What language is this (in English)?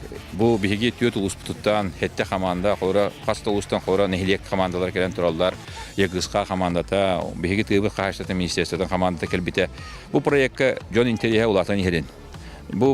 Yakut